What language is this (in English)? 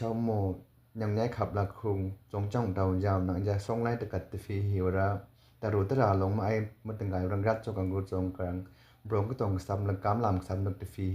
Miju-Mishmi